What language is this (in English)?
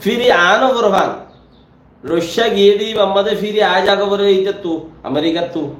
Rohingya